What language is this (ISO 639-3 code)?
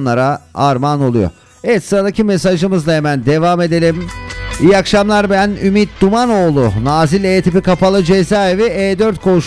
tur